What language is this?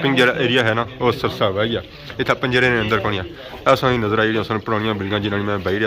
Pahari-Potwari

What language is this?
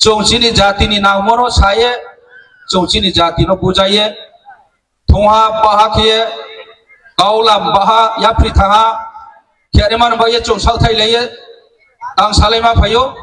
Riang (India)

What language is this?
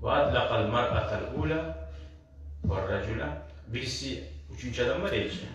Kumyk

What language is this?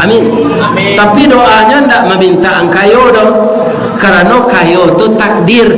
Minangkabau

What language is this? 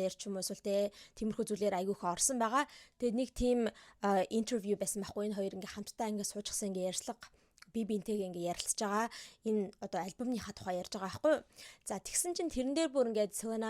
Mongolian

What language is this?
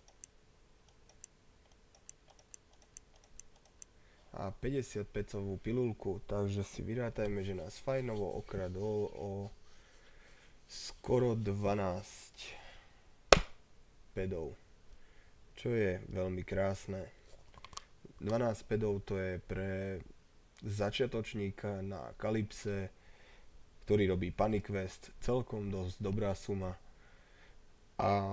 Slovak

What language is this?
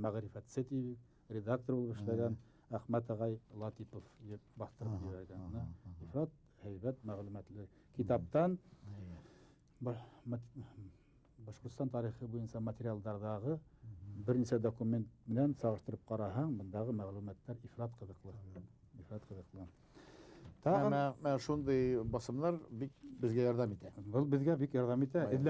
Bashkir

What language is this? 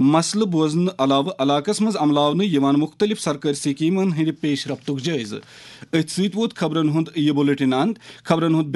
Kashmiri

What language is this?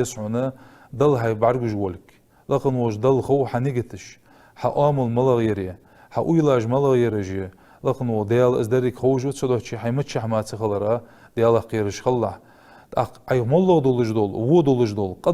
Ingush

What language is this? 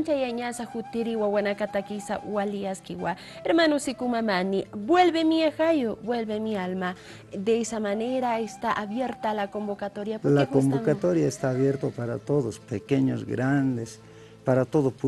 Aymara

